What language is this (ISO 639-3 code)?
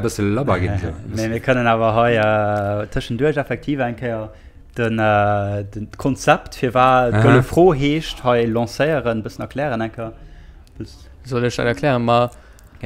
ltz